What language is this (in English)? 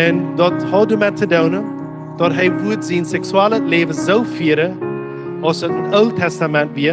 Plautdietsch